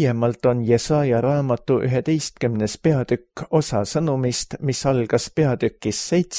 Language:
Estonian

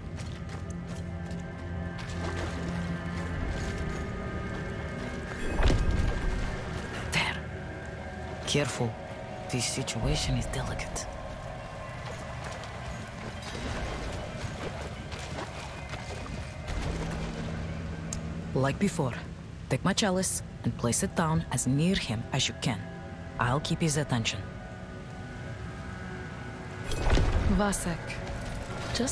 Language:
English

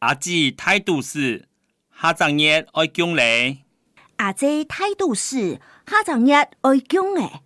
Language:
Hakka Chinese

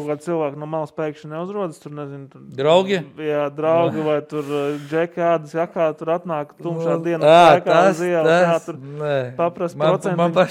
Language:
Latvian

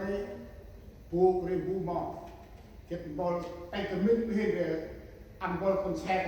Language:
Central Mnong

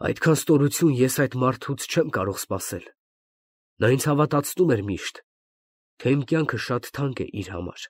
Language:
Armenian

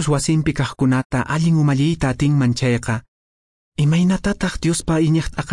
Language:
Quechua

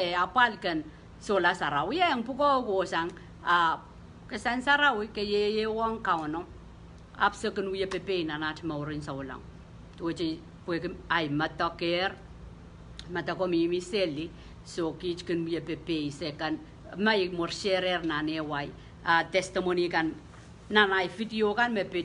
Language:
Pohnpeian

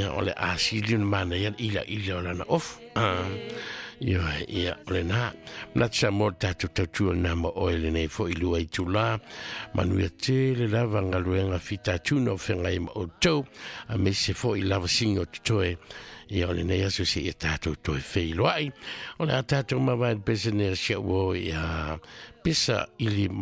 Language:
Samoan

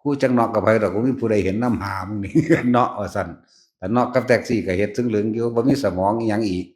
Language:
Northeastern Thai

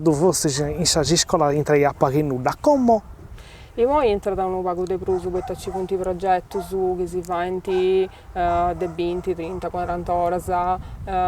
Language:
Sardinian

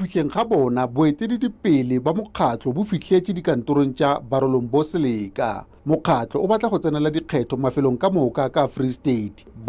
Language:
Tswana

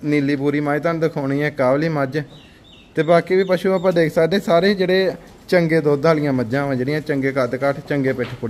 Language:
Punjabi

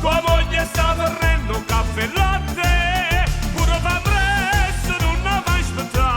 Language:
Neapolitan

